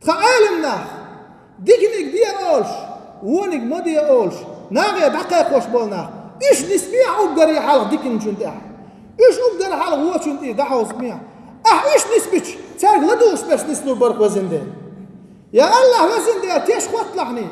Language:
Chechen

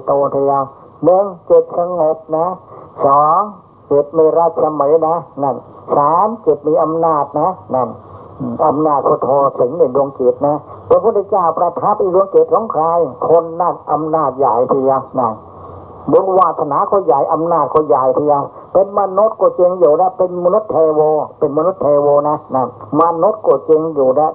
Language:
Thai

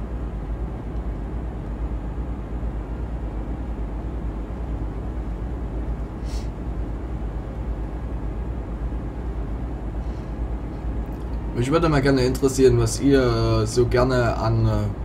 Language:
German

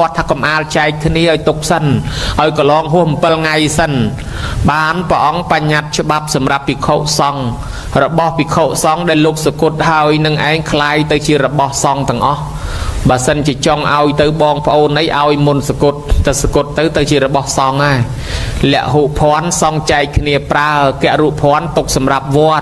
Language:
Khmer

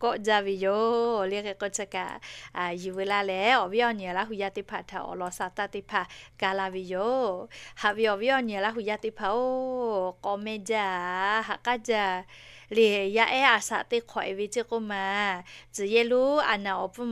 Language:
Lahu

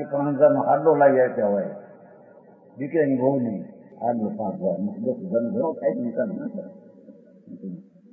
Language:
Gujarati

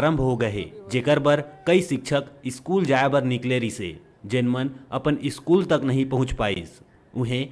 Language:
Chhattisgarhi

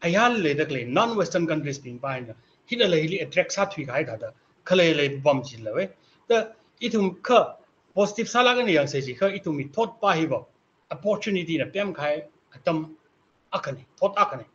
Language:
Tangkhul Naga (India)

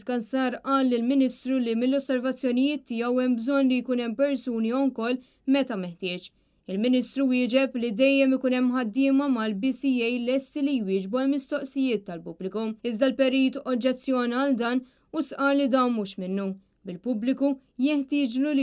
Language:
Maltese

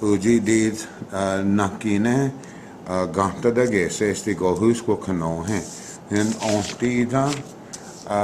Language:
Cherokee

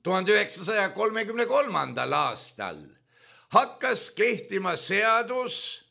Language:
Estonian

